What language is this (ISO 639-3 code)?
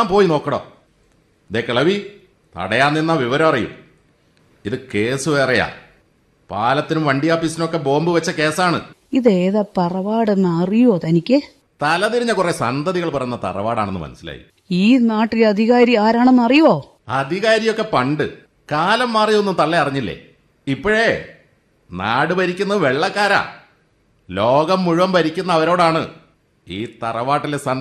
mal